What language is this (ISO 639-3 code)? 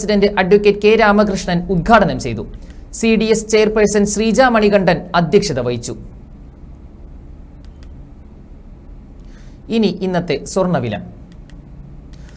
mal